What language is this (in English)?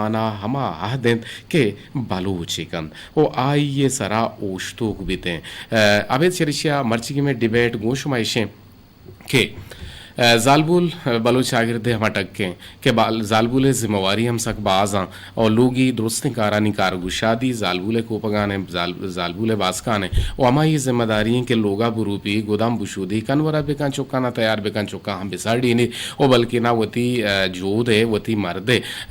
Eastern Balochi